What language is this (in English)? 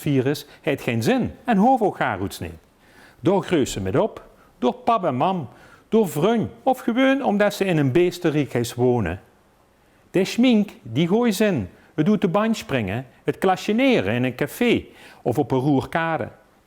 Limburgish